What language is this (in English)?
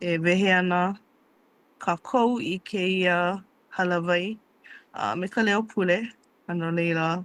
Hawaiian